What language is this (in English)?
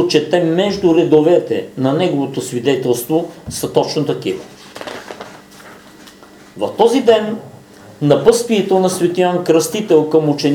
Bulgarian